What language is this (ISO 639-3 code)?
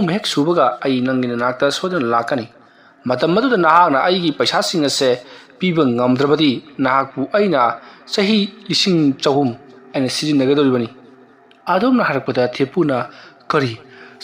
mni